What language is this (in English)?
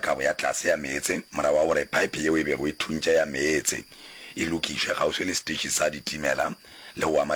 Northern Sotho